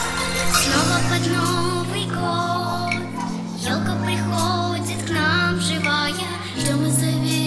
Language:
Russian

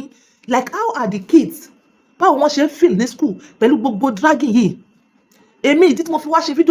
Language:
Yoruba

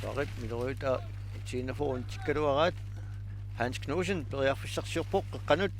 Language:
Kalaallisut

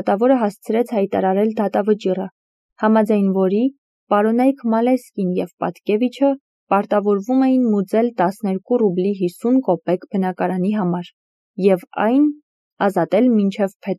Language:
Armenian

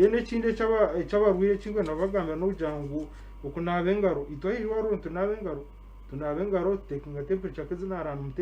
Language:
Nyankole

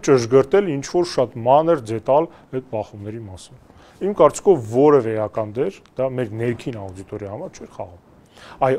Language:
Armenian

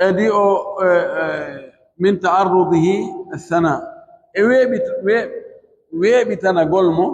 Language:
Pular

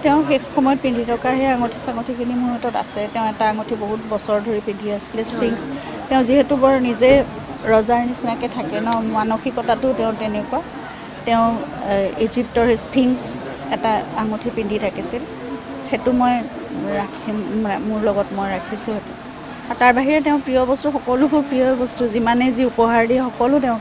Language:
Assamese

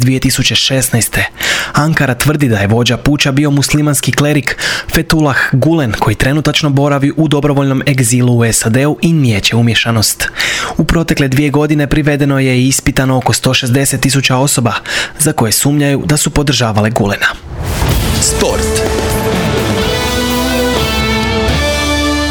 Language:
Croatian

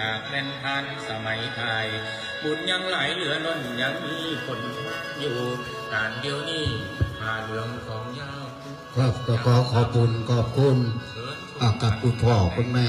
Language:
Northeastern Thai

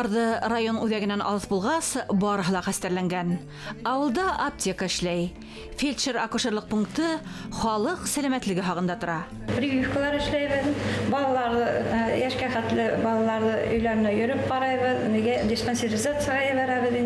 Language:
Bashkir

